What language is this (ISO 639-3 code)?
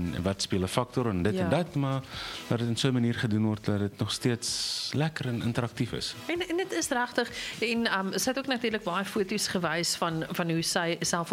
afr